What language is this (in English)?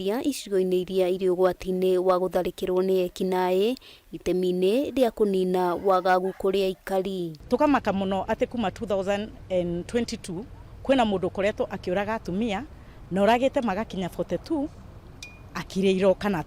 Kikuyu